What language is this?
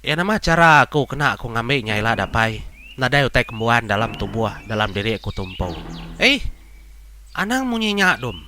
Iban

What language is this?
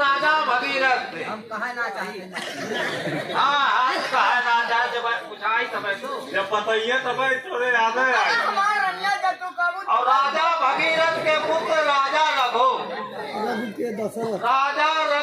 Awadhi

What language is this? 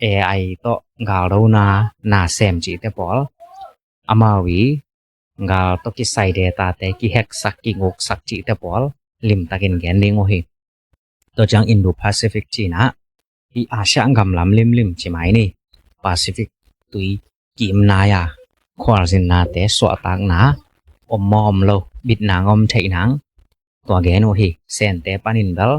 Tedim Chin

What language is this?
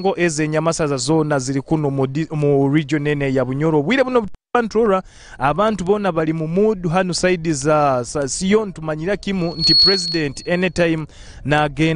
Nyoro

